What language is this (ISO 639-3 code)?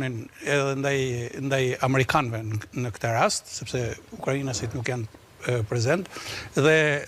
sqi